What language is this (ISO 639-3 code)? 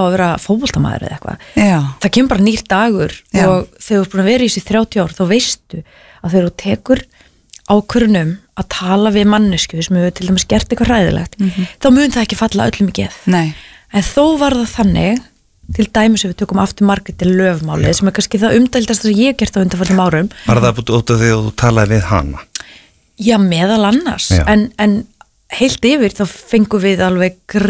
isl